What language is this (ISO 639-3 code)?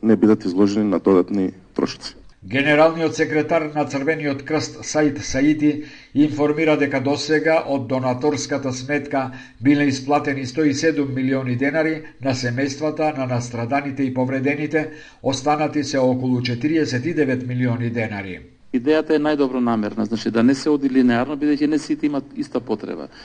mkd